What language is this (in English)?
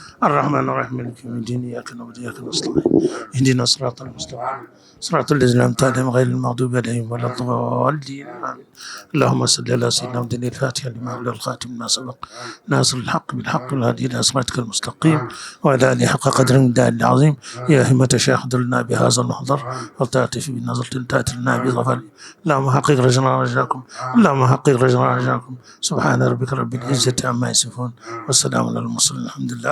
Fula